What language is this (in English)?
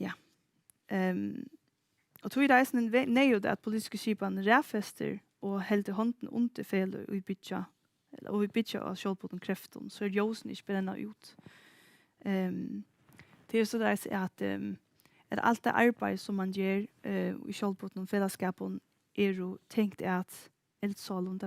Faroese